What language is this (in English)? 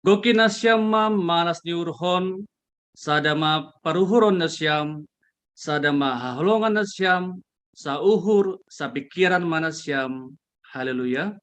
Batak Simalungun